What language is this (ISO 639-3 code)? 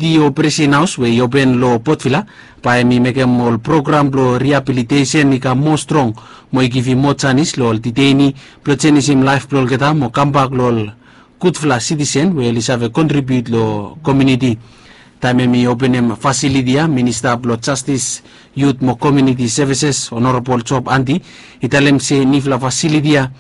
bis